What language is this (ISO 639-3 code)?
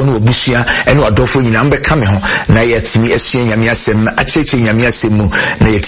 aka